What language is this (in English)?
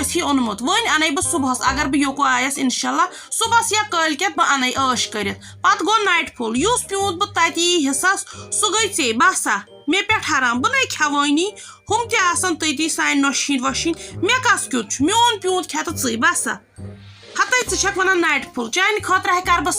Kashmiri